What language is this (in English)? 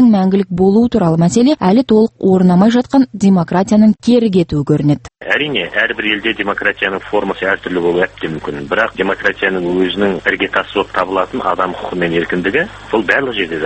Kazakh